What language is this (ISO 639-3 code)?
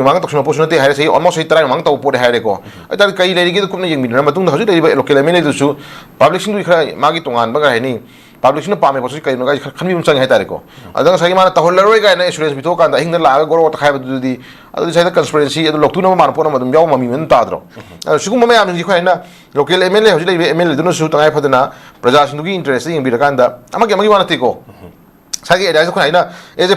mni